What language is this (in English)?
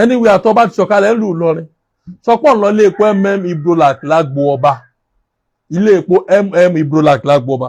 Yoruba